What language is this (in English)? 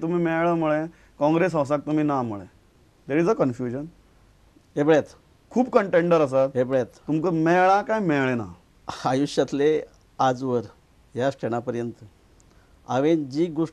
Konkani